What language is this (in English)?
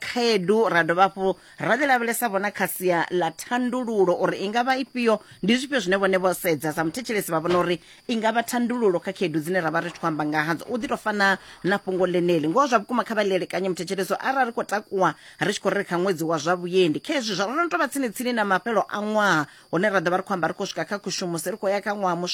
Venda